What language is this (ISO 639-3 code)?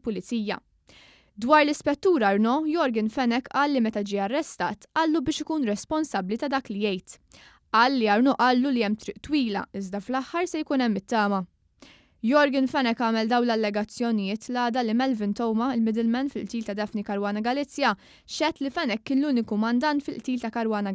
mlt